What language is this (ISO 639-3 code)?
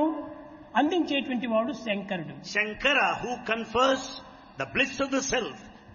tel